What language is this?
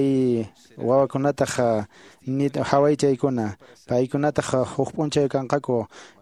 Quechua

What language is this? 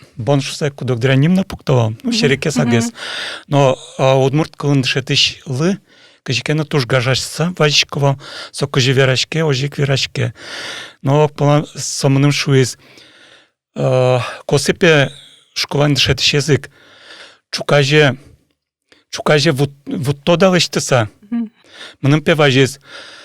Udmurt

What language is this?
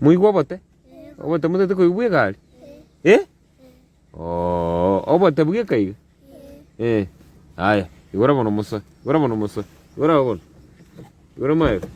Gusii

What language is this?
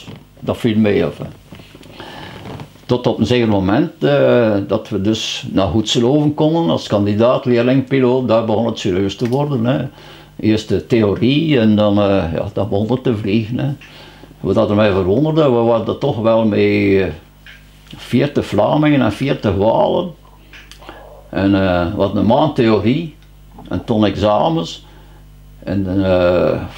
Dutch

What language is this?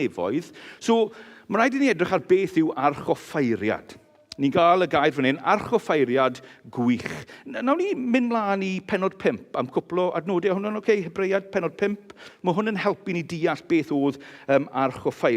Welsh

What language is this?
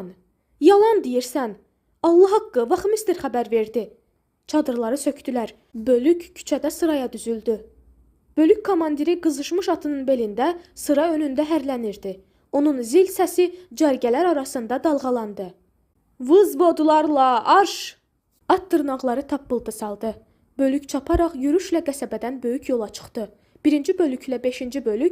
Azerbaijani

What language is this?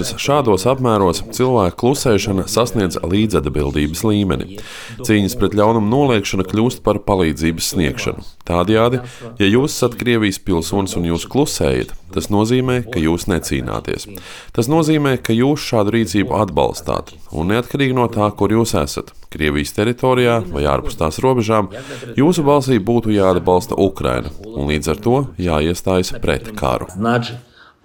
Latvian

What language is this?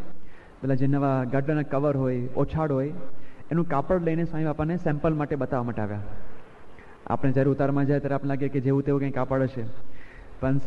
Gujarati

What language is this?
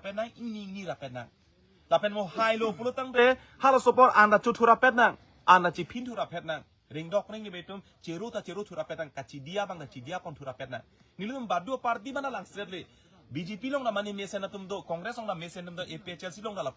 Karbi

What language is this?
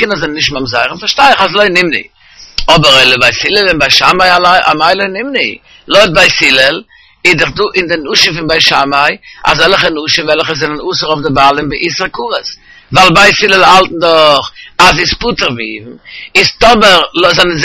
Yiddish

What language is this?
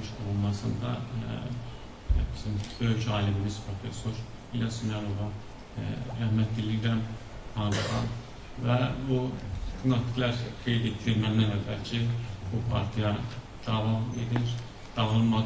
Azerbaijani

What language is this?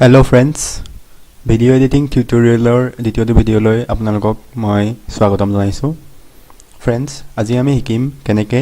Assamese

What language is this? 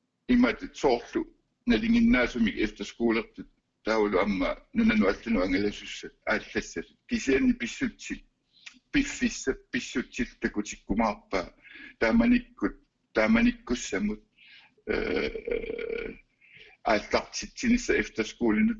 Kalaallisut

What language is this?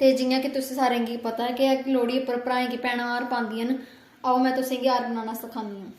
Dogri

